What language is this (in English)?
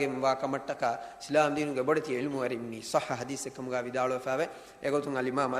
Divehi